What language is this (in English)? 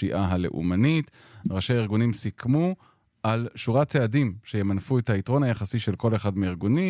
Hebrew